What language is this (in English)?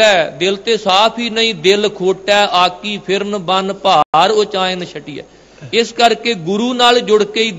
Punjabi